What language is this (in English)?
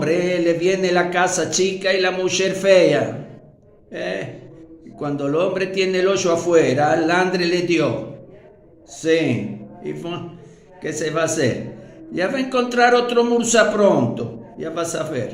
Ladino